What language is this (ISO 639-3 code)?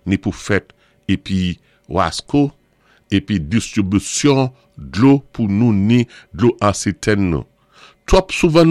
acf